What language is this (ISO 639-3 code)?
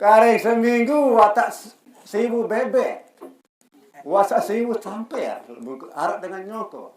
sas